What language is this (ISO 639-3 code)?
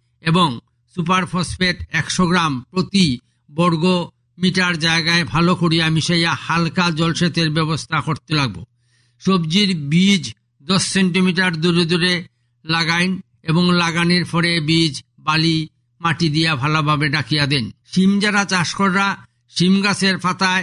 ben